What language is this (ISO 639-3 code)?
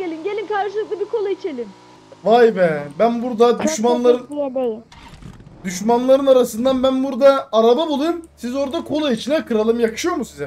tur